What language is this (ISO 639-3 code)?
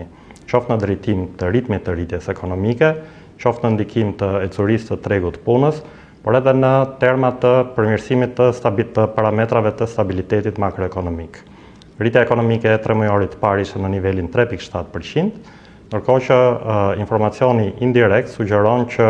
sqi